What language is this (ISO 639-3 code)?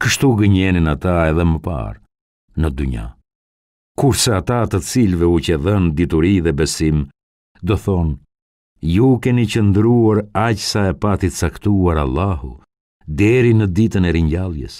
sqi